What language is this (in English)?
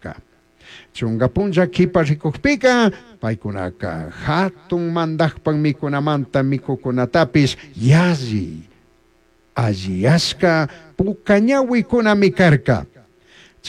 Chimborazo Highland Quichua